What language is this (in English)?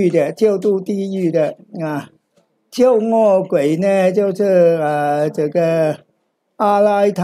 Chinese